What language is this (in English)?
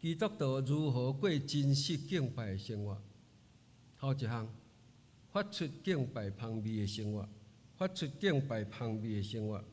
Min Nan Chinese